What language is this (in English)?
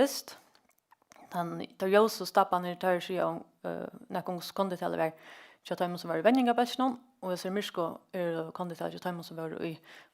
Faroese